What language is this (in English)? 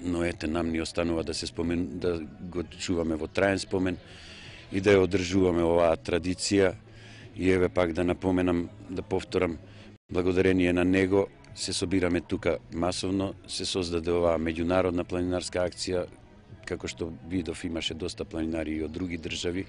Macedonian